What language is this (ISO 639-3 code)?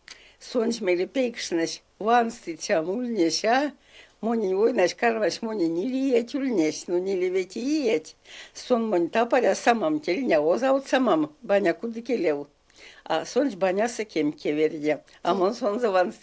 myv